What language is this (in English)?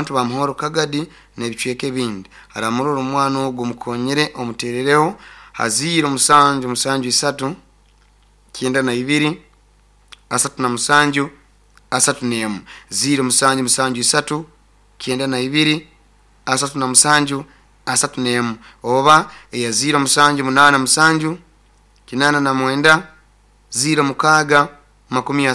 Nyoro